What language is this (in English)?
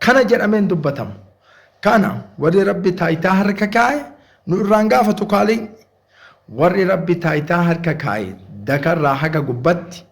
Oromo